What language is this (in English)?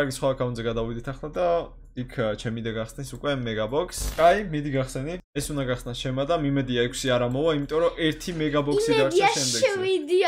Georgian